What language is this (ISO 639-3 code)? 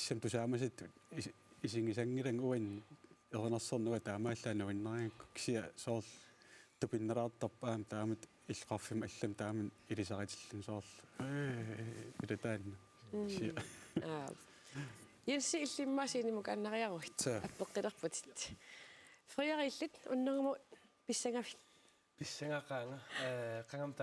kal